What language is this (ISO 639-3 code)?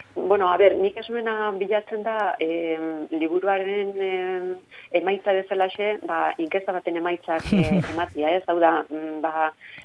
eus